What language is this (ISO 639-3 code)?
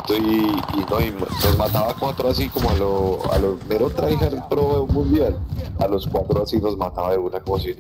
spa